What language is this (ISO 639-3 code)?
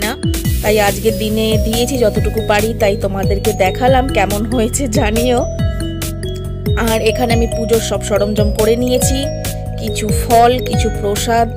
ben